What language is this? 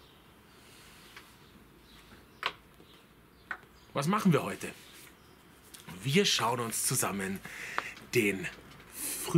German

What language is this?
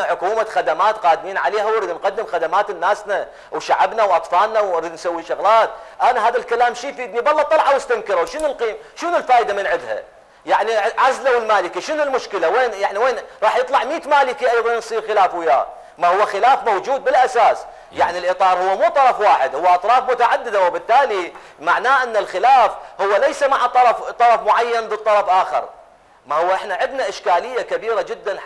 Mesopotamian Arabic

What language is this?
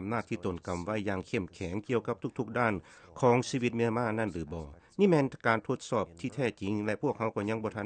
Lao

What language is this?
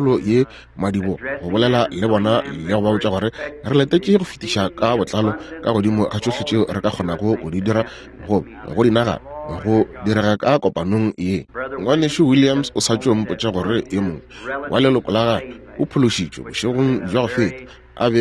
Northern Sotho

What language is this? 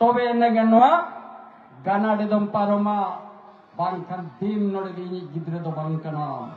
Santali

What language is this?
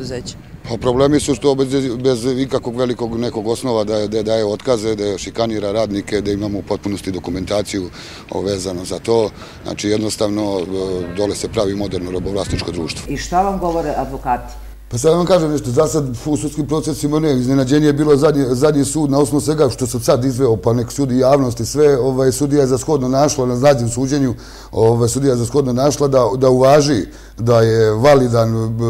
Serbian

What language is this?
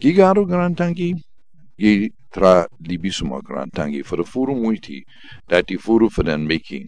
Sranan Tongo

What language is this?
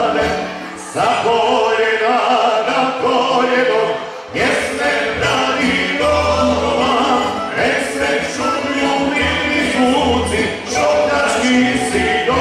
Croatian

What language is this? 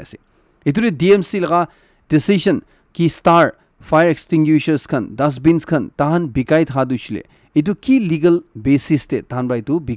Naga Pidgin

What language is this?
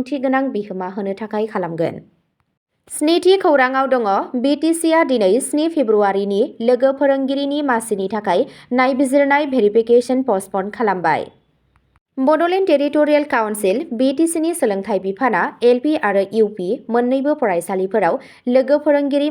Bodo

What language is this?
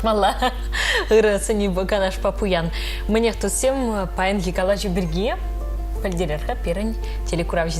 Chuvash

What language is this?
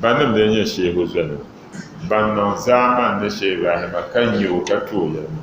Dagbani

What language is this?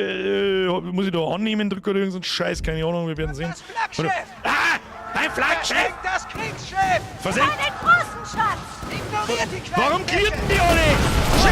Bavarian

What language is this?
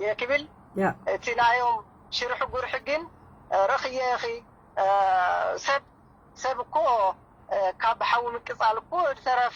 Tigrinya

